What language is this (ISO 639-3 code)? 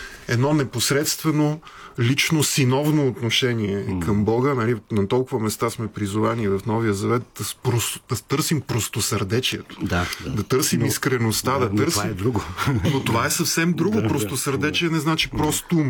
bul